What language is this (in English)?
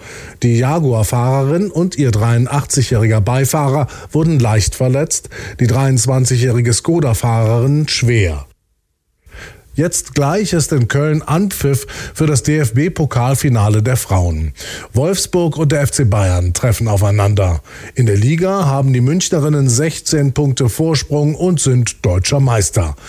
German